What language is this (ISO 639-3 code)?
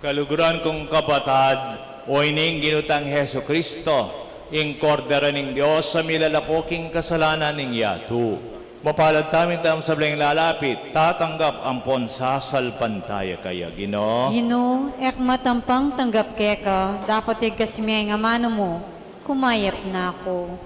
pam